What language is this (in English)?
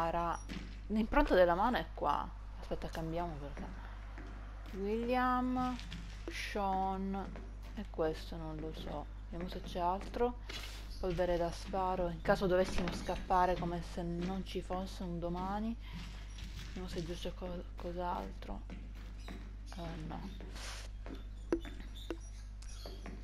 Italian